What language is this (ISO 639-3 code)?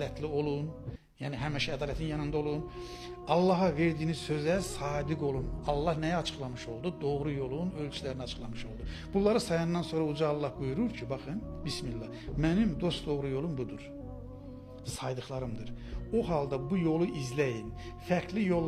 aze